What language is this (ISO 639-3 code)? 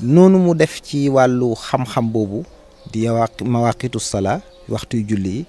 wol